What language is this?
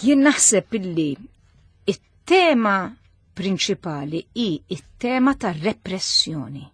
Maltese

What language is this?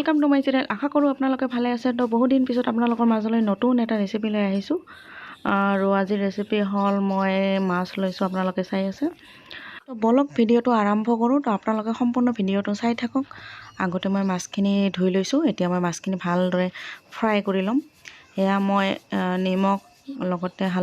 Assamese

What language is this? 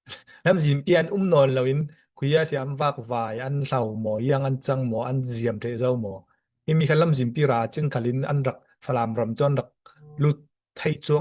Falam Chin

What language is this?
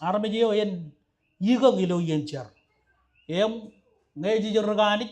Marshallese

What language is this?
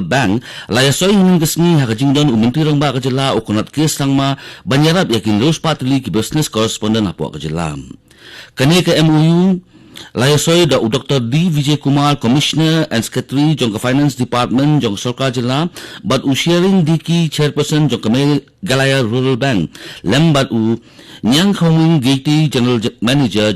Khasi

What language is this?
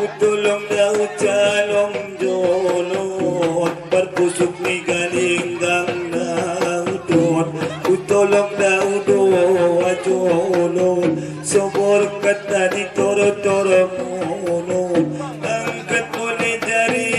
Batak Angkola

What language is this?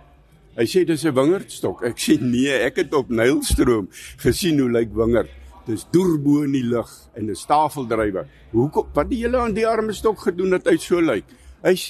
Afrikaans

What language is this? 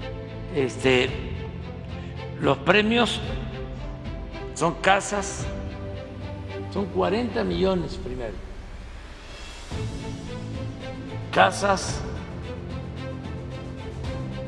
Spanish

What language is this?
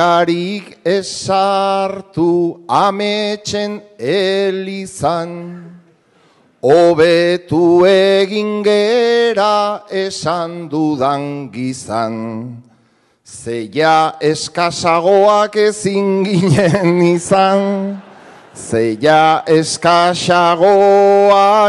Basque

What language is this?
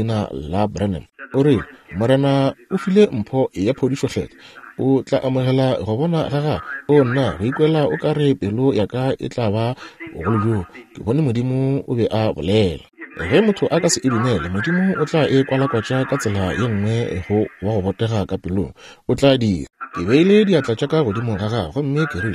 Northern Sotho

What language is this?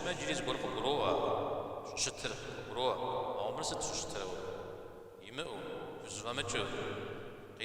Kabardian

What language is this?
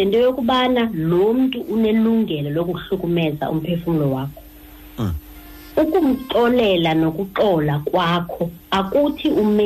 Xhosa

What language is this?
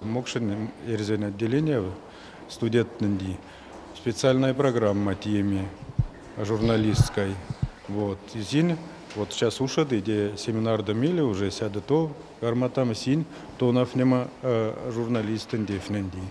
Erzya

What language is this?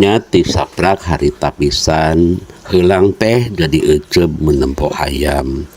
Sundanese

